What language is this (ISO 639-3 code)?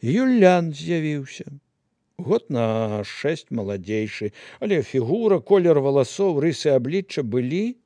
bel